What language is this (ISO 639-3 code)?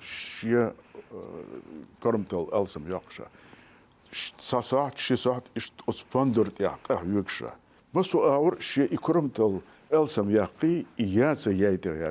che